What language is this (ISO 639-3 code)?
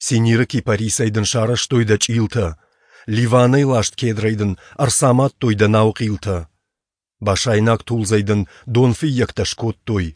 oss